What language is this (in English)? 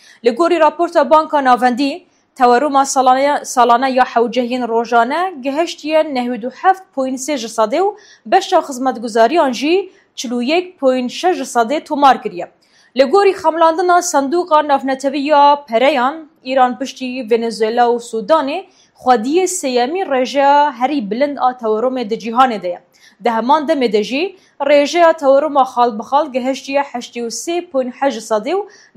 Kurdish